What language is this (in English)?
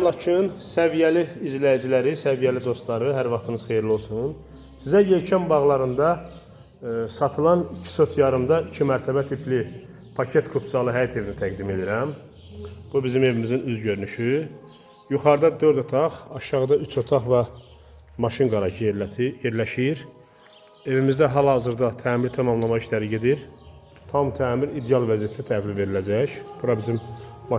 Azerbaijani